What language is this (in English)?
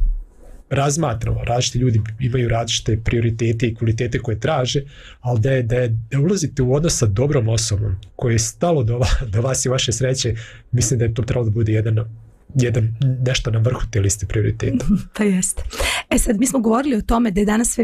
Serbian